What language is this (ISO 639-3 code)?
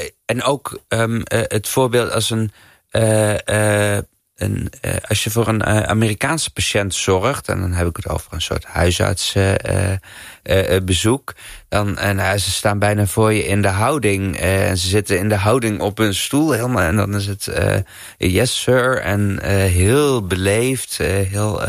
nld